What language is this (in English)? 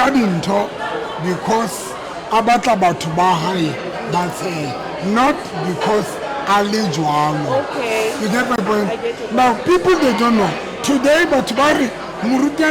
Southern Sotho